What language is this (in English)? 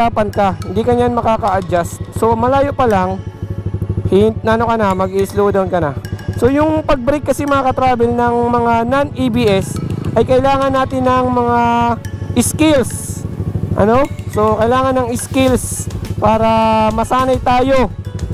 Filipino